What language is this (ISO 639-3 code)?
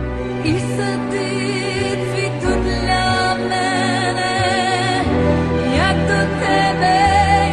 ukr